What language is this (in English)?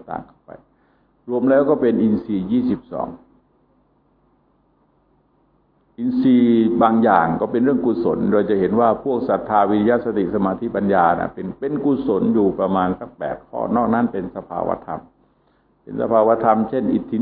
Thai